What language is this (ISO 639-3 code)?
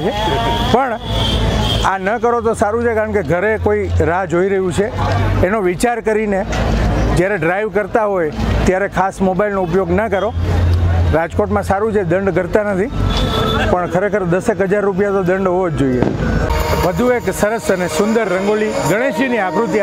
guj